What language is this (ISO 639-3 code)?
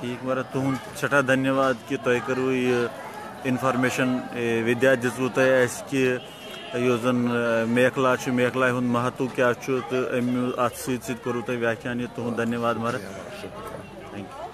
kas